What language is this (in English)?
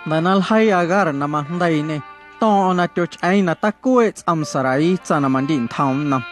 Guerrero Amuzgo